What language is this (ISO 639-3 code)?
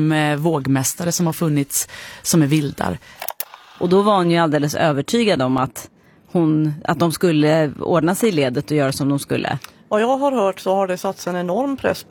swe